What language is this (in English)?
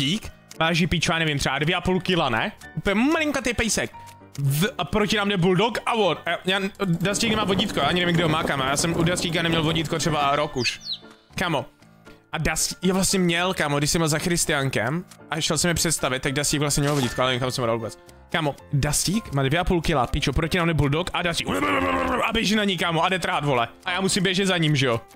Czech